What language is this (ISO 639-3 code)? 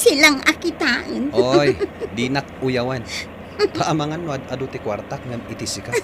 ilo